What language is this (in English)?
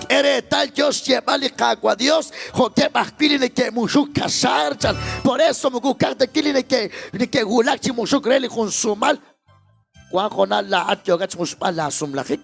Kekchí